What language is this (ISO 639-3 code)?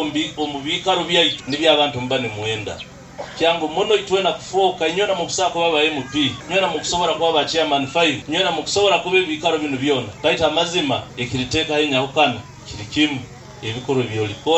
nyo